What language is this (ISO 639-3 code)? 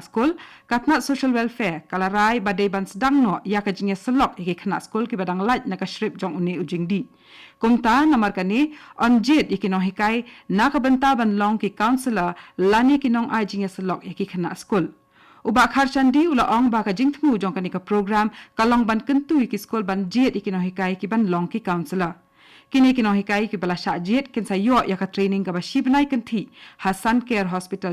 kha